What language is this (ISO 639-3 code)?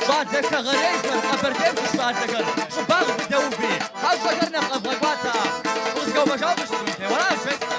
kbd